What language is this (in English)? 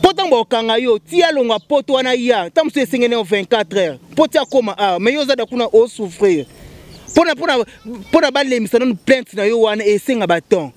Lingala